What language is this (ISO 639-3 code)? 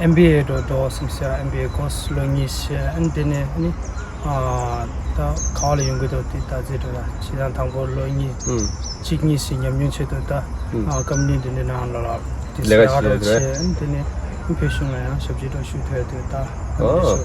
bod